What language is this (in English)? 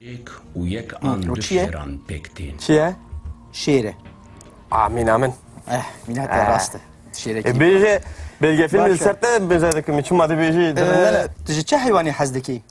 Kurdish